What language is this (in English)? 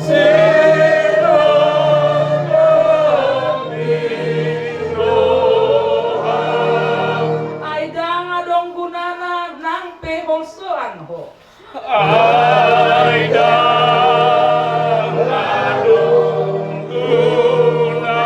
Batak Toba